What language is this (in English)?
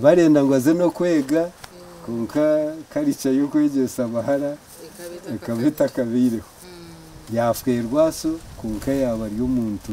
Nyankole